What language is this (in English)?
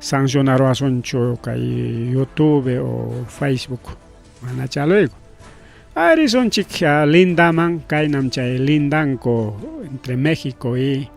Ayacucho Quechua